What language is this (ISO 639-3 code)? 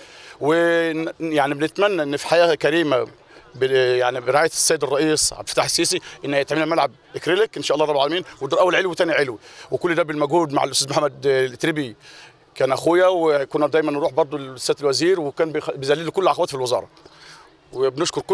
arz